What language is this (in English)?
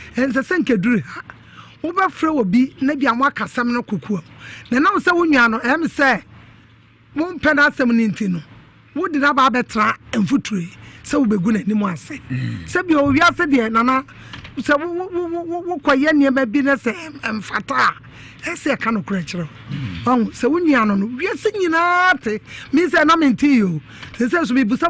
Akan